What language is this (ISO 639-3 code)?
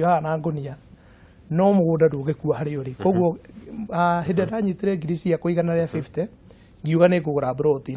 kik